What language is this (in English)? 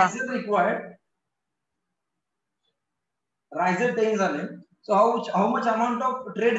Marathi